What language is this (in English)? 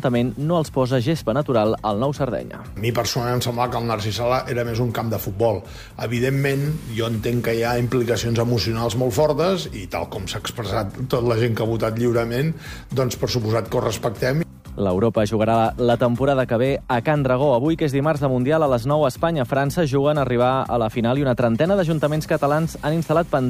Catalan